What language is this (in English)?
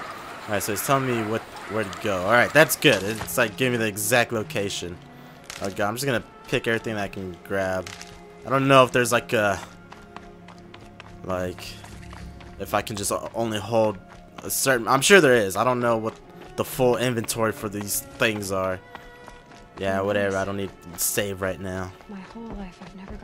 English